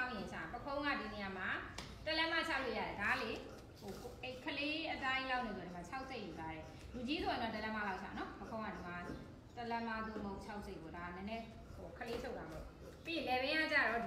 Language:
Burmese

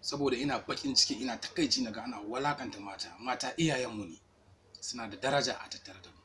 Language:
Hausa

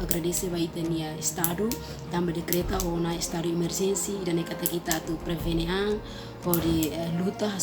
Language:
Tetum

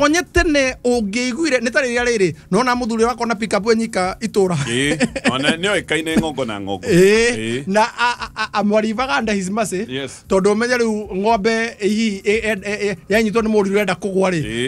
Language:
Kikuyu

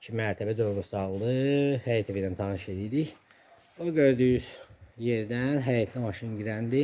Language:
Azerbaijani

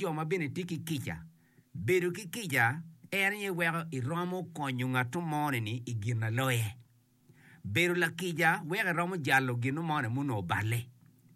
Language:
Acoli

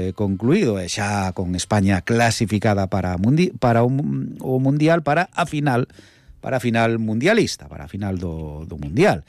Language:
Galician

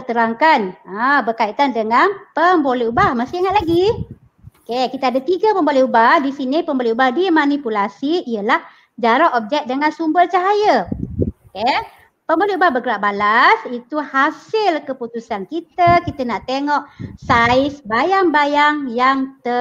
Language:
Malay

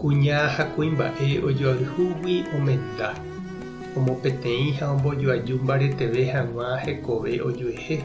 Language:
Guarani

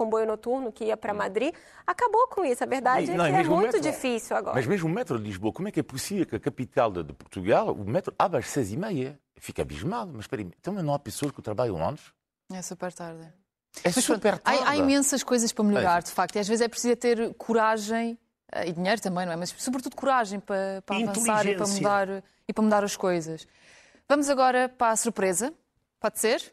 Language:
Portuguese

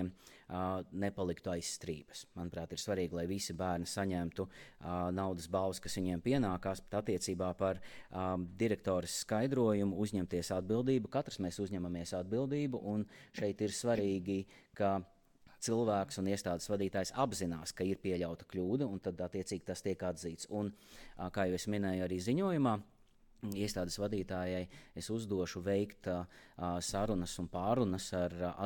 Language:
Latvian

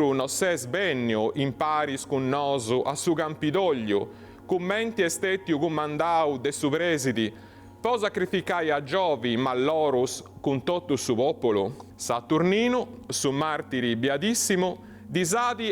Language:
Sardinian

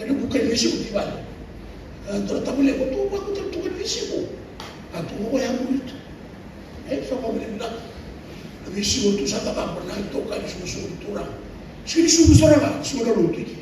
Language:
Fijian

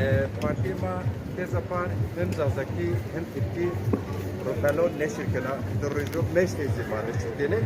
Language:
Zaza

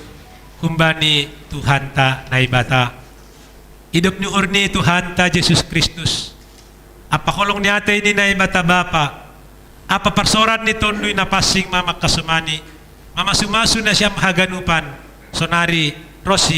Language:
Batak Simalungun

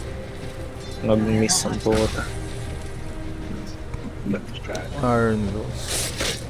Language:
Filipino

